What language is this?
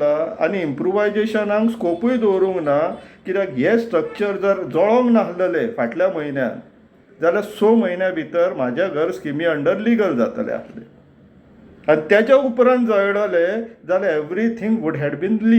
Konkani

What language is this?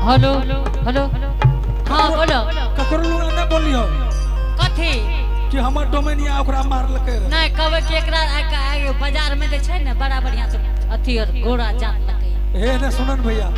Angika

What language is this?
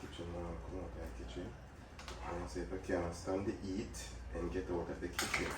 Jamaican Creole English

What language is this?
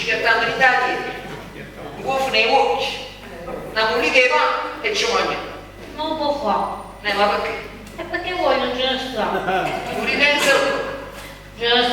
Neapolitan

